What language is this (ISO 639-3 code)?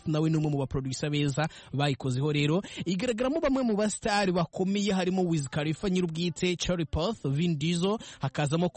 kin